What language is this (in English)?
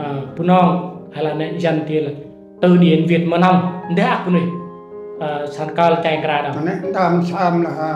Central Mnong